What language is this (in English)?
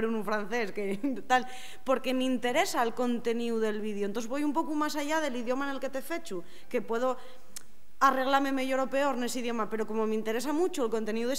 Asturian